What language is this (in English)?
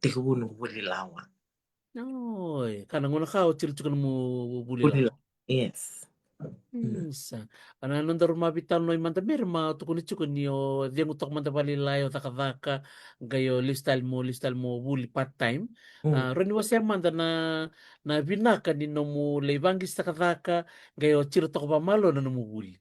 Fijian